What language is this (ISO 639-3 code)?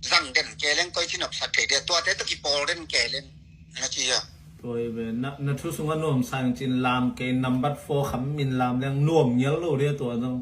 ctd